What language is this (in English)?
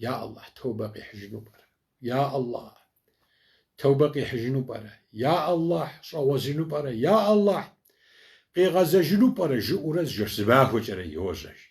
Kabardian